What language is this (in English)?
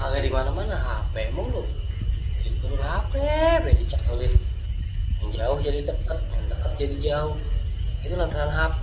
Betawi